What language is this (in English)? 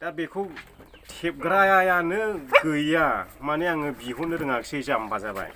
Bodo